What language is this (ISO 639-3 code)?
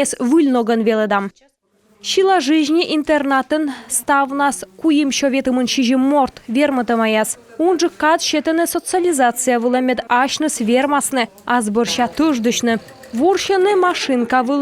kom